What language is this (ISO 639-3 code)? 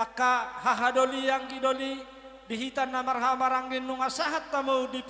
bbc